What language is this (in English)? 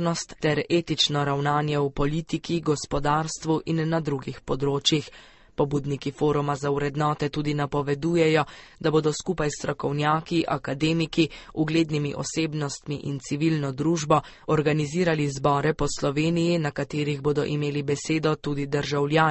Slovenian